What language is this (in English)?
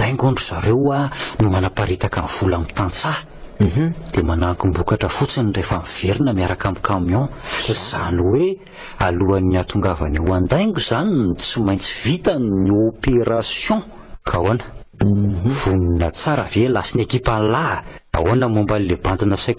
Malagasy